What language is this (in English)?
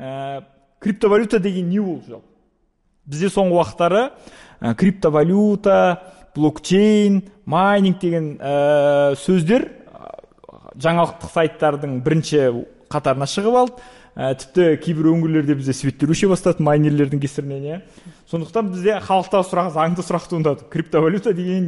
Kazakh